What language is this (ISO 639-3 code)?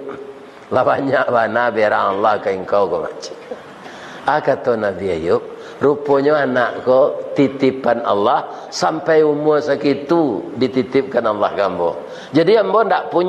min